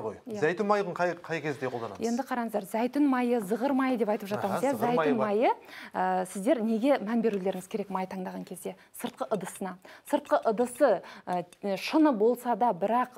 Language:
Kazakh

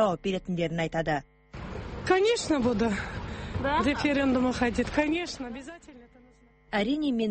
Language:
Kazakh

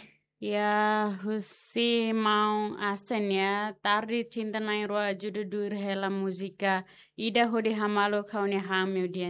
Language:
Tetum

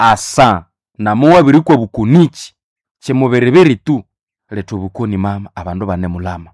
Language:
Nande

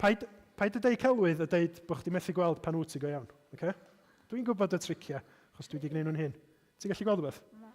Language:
Welsh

